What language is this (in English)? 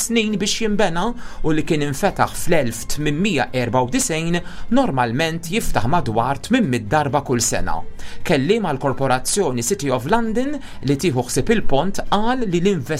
Maltese